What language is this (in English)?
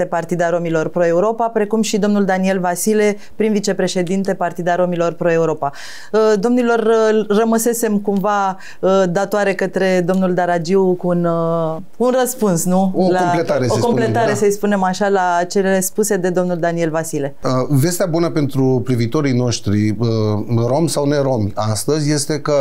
Romanian